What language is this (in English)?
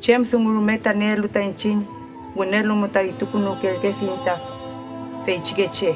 Mapuche